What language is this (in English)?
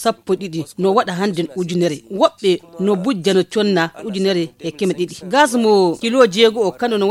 Fula